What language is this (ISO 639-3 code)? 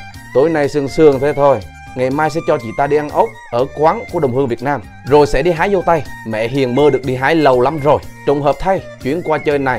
vie